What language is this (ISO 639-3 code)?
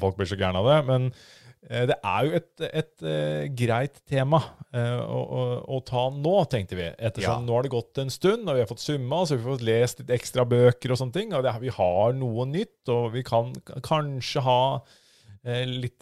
nor